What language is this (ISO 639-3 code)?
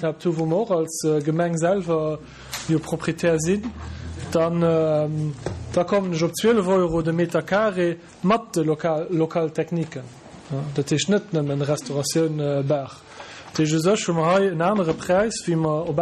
ltz